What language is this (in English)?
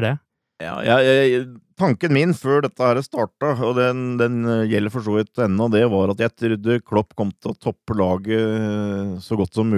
Norwegian